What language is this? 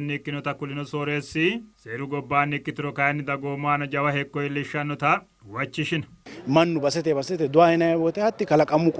Sidamo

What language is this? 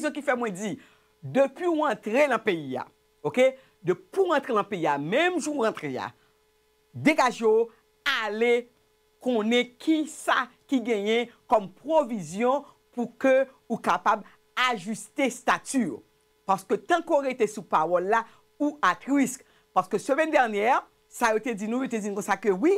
Haitian Creole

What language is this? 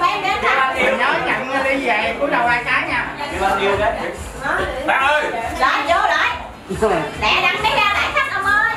Vietnamese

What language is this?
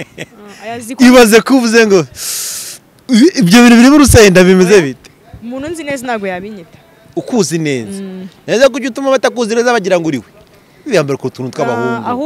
Kinyarwanda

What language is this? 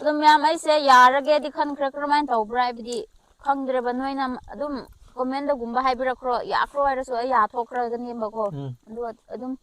Manipuri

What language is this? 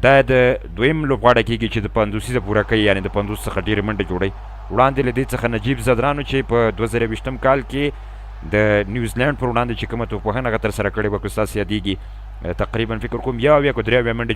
Pashto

